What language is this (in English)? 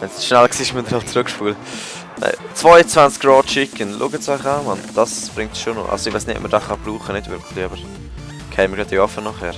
Swiss German